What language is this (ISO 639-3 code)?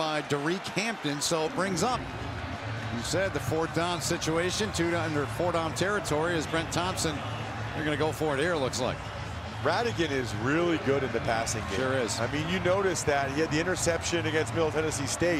eng